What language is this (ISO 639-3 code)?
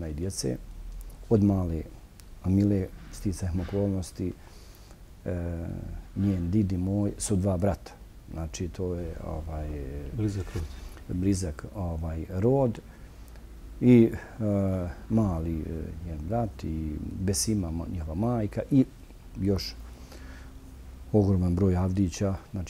bos